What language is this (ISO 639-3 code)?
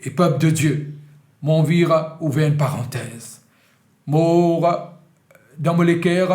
mfe